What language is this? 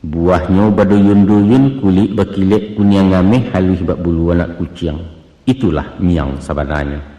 Minangkabau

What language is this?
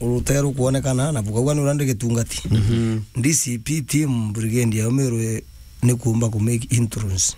Meru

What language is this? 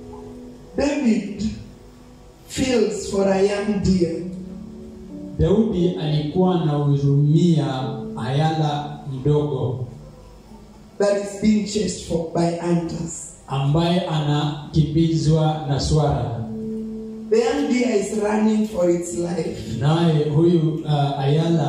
Swahili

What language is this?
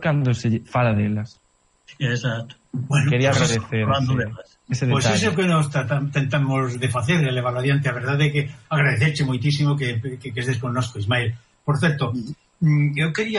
Galician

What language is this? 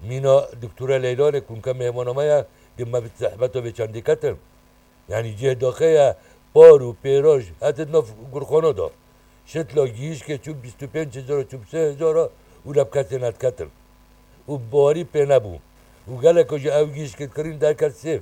Kurdish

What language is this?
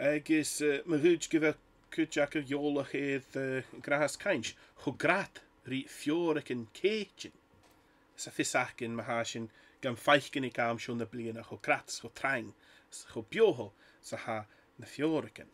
Scottish Gaelic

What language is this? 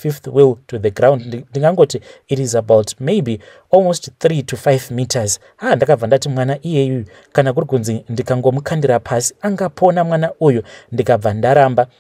Shona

